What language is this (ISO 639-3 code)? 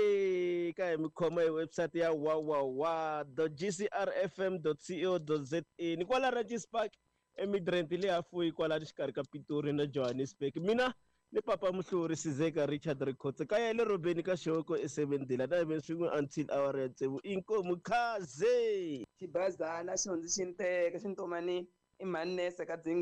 tso